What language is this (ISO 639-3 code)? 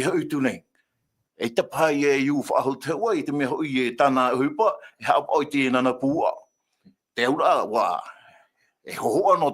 tah